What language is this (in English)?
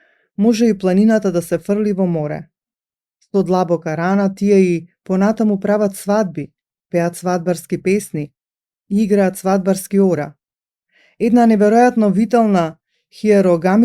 Macedonian